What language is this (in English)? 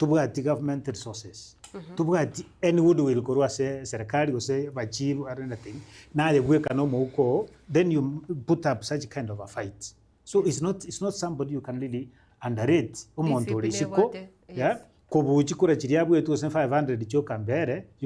Gusii